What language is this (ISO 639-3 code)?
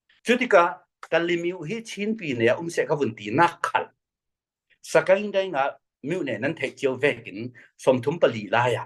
cfm